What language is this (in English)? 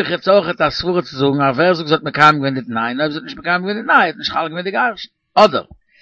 Yiddish